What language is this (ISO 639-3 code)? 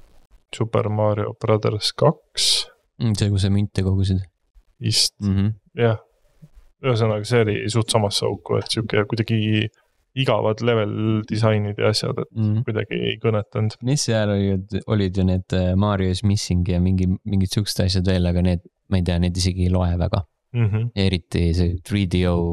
est